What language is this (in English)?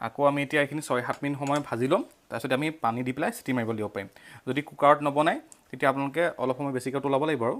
Assamese